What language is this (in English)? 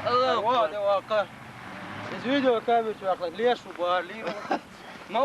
Chechen